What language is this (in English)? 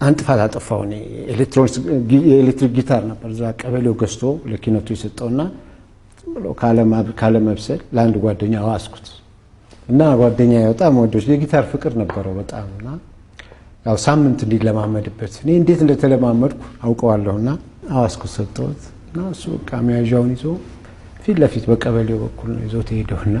Amharic